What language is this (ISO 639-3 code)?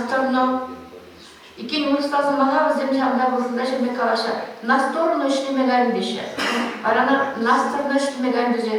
chv